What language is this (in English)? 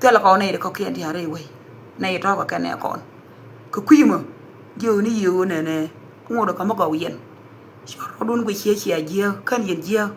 Nuer